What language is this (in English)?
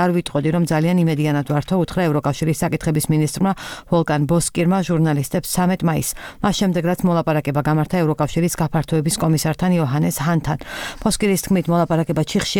Georgian